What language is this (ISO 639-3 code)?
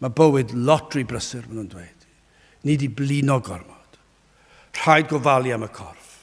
cym